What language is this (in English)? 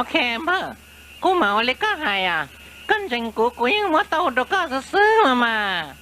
Hmong